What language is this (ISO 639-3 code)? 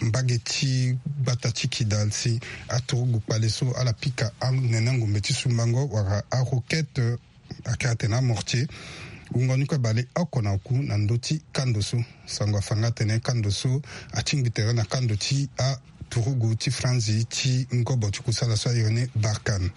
sag